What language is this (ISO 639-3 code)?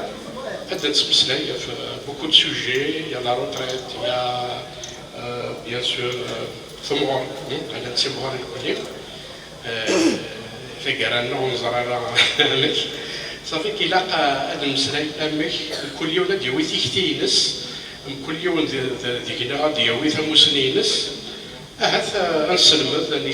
kab